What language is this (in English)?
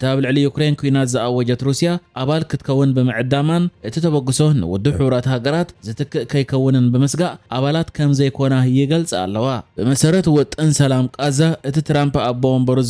Tigrinya